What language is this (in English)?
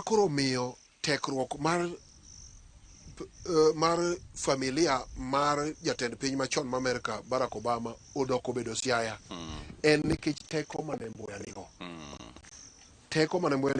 Luo (Kenya and Tanzania)